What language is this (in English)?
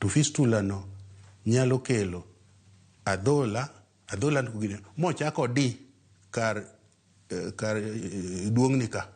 Luo (Kenya and Tanzania)